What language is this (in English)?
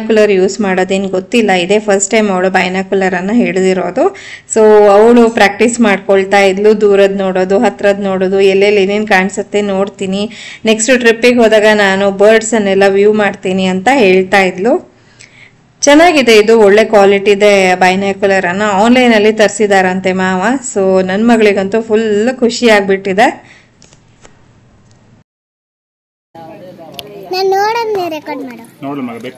Kannada